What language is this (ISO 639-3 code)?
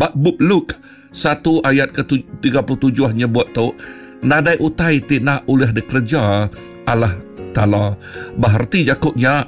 iba